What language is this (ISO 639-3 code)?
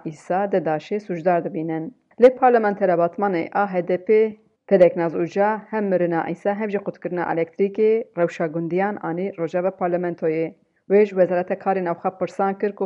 kur